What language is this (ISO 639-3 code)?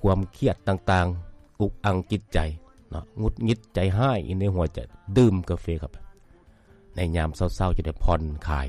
lao